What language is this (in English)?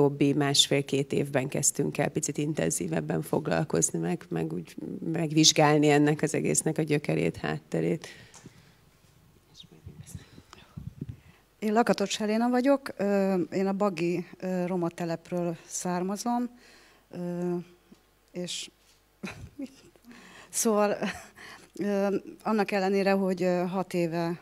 Hungarian